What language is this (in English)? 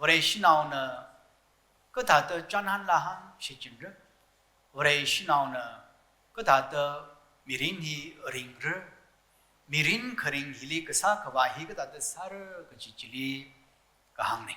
Tangkhul Naga (India)